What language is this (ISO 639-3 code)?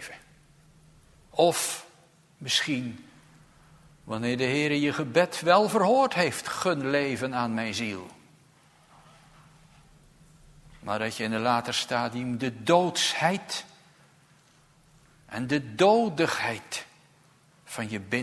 nld